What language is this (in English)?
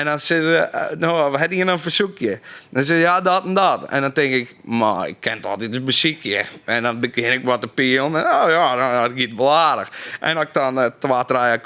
Western Frisian